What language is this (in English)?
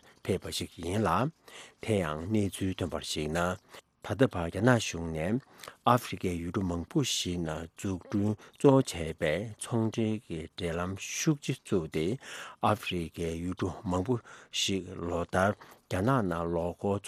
Tibetan